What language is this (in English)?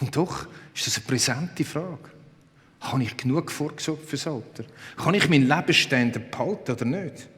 Swiss German